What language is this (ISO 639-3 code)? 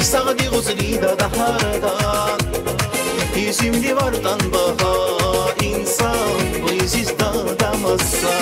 tab